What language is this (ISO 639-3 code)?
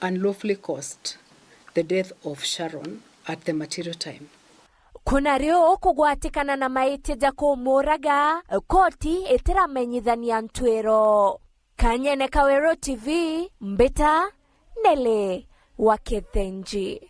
mer